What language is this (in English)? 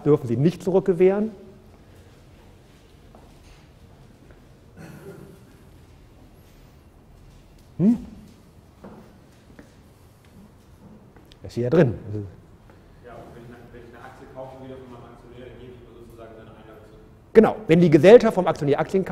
German